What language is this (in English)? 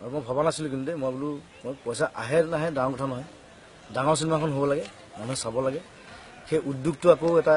Assamese